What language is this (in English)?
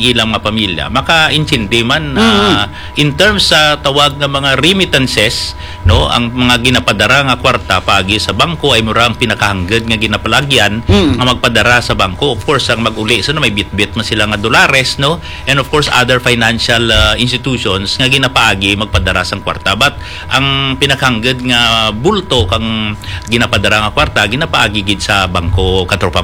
Hiligaynon